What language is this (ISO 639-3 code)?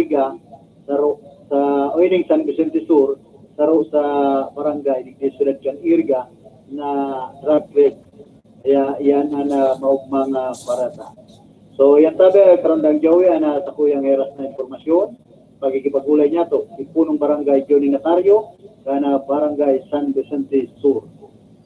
bik